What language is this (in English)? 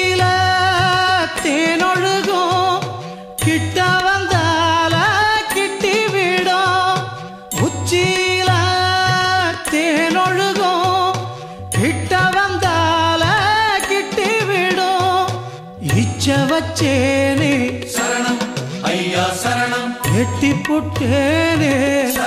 Tamil